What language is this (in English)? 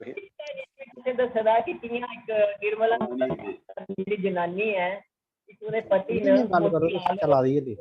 Dogri